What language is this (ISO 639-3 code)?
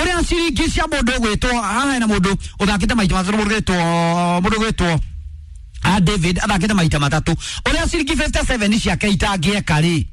kik